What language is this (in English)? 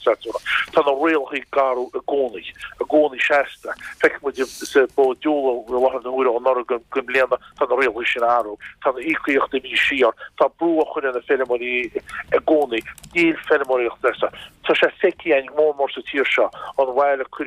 Irish